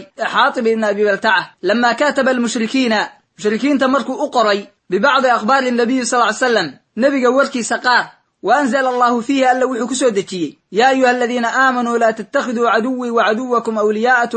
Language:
Somali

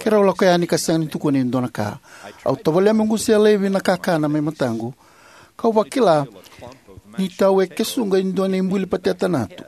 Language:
Fijian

